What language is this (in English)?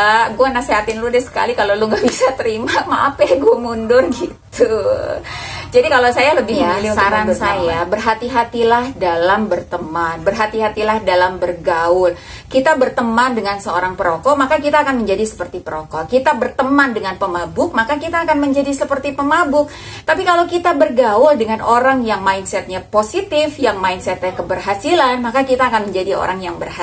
Indonesian